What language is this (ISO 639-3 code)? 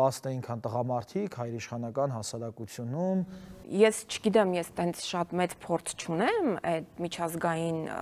hye